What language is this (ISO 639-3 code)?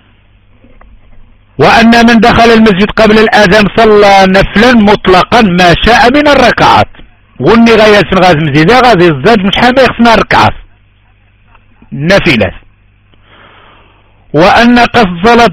ara